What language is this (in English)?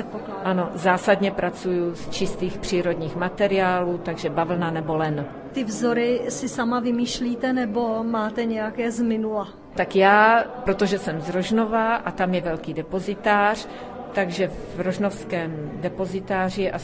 Czech